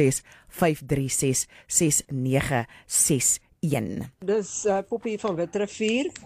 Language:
Afrikaans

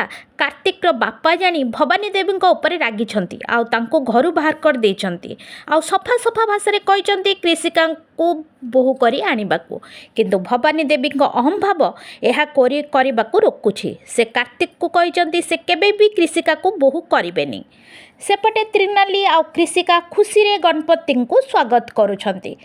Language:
Odia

